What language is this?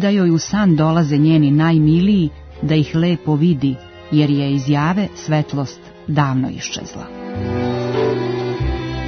Serbian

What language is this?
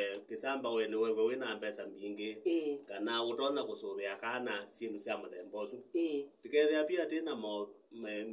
Kamba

